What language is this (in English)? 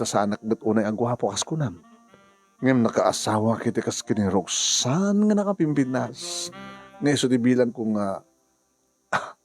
Iloko